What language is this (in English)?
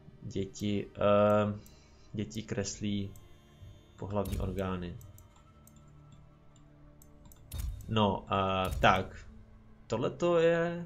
Czech